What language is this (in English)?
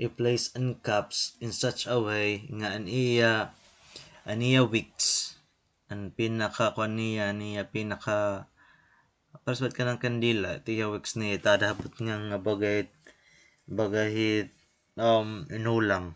Waray